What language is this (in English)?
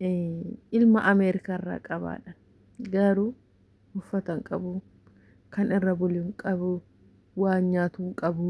Oromo